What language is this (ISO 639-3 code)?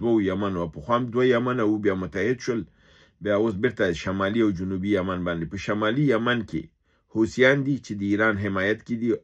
pus